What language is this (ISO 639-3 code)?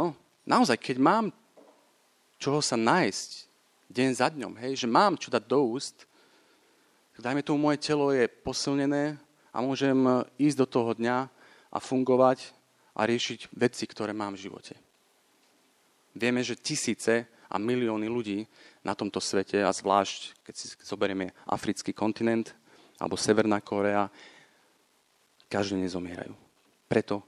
slk